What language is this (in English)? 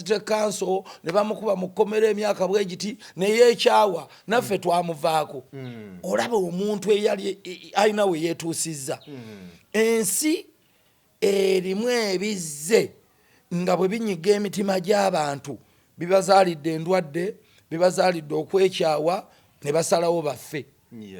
Ganda